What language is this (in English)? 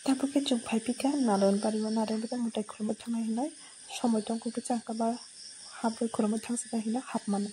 Kok Borok